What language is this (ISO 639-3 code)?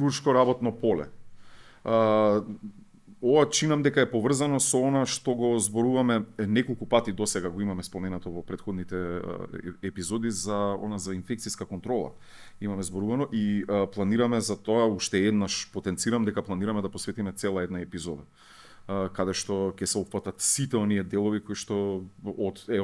mkd